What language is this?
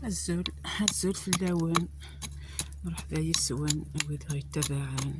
Kabyle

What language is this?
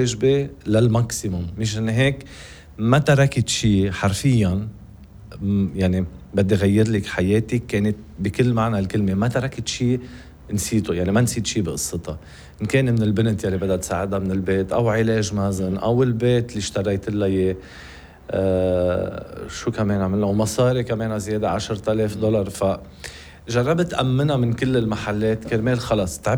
North Levantine Arabic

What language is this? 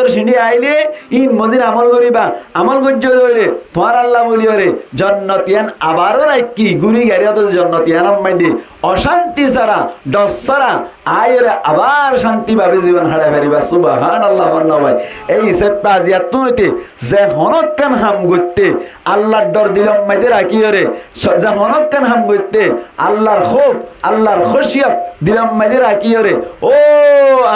Rohingya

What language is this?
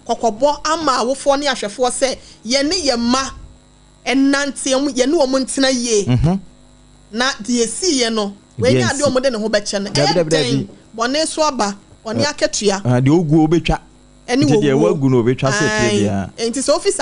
Akan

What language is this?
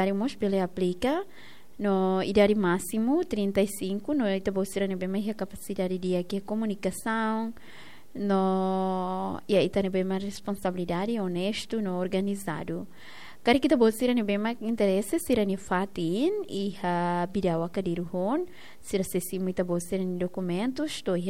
Tetum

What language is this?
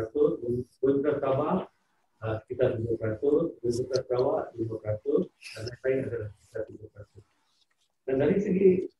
Malay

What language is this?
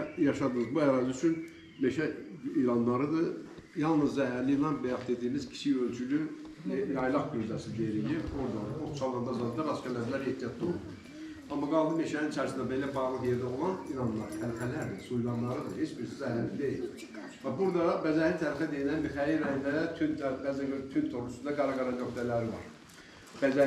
Azerbaijani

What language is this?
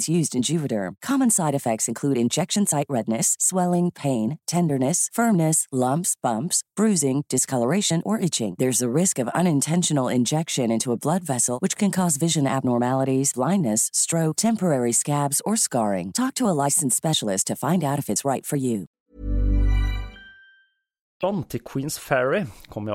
Norwegian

